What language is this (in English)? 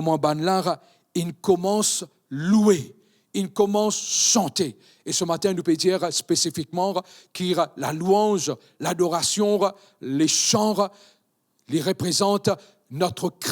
Morisyen